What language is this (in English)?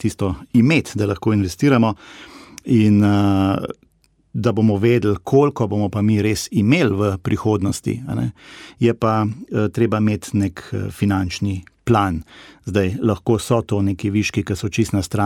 Slovenian